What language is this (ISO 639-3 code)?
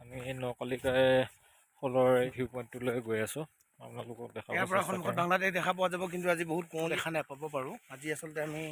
asm